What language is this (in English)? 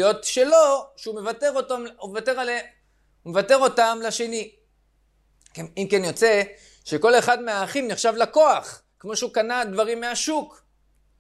Hebrew